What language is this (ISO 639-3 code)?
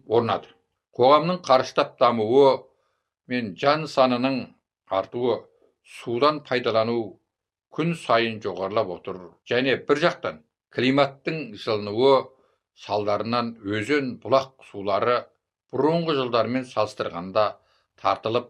kaz